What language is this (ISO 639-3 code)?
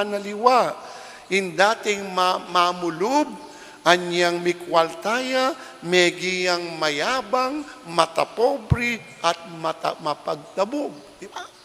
pam